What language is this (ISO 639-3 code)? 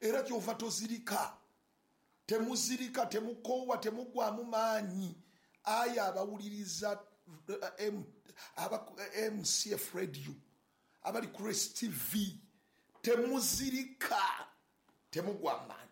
lug